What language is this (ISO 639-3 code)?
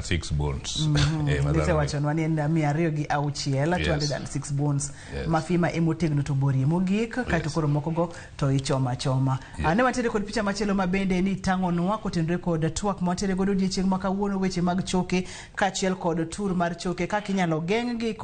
luo